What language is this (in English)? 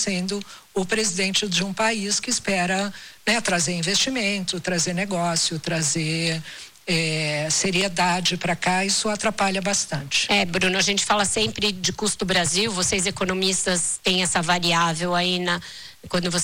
Portuguese